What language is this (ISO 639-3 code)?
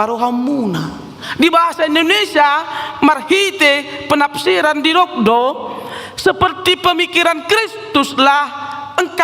bbc